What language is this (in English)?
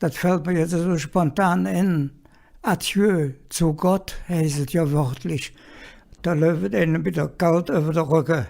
Colognian